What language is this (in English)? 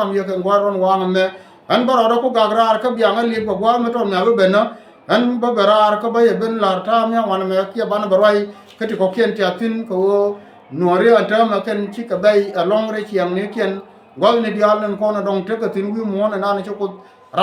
Nuer